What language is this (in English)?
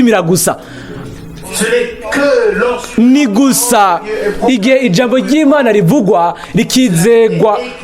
Rundi